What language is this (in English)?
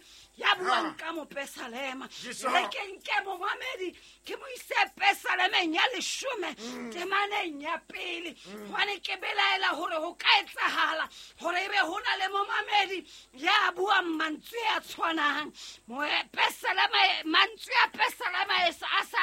Southern Sotho